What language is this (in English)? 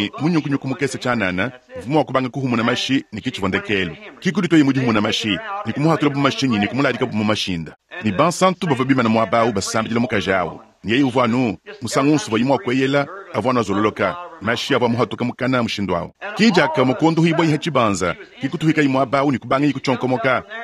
Luba-Lulua